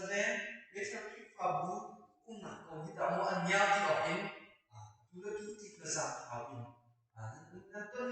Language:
Hakha Chin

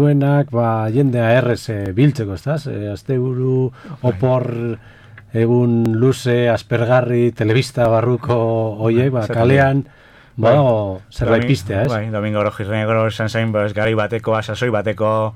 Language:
Basque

